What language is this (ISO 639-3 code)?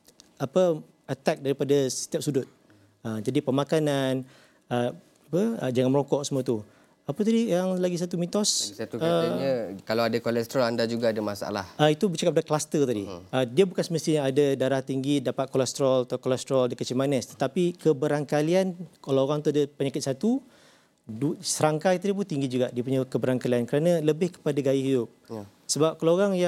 msa